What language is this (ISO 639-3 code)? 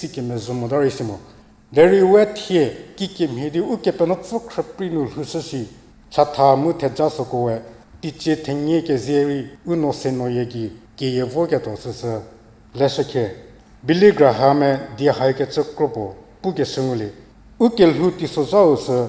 njm